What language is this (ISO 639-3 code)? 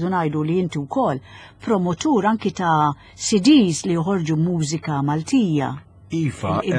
mlt